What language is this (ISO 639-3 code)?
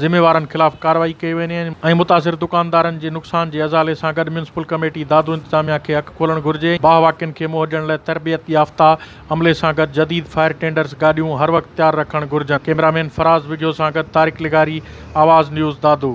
snd